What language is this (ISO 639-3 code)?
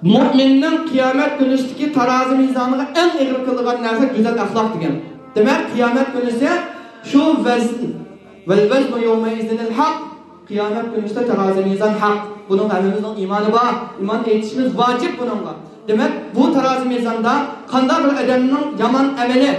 uig